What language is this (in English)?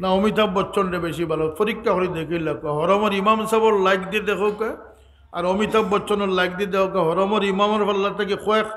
Sylheti